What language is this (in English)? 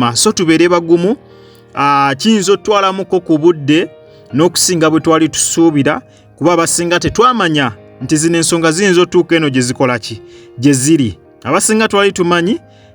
Ganda